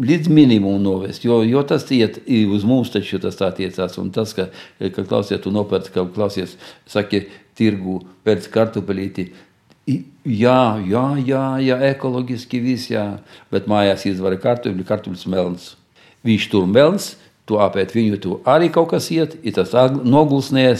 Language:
Latvian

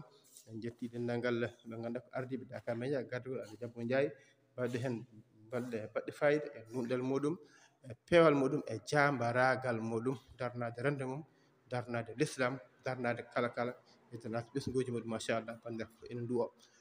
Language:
Fula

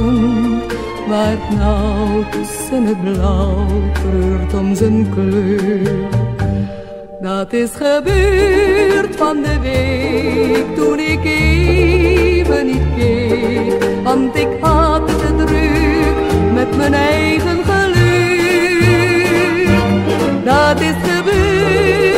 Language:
Dutch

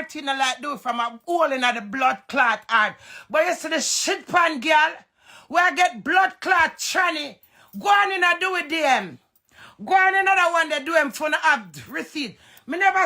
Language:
Jamaican Creole English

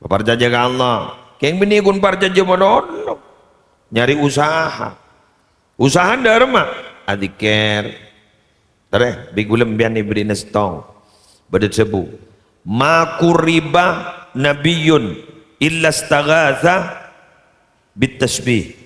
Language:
Madurese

